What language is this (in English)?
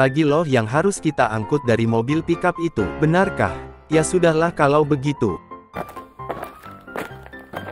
Indonesian